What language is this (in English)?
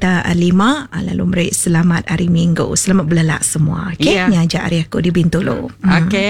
Iban